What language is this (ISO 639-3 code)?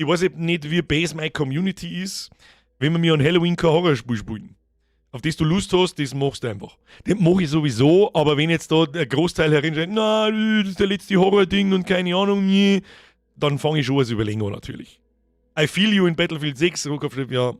bar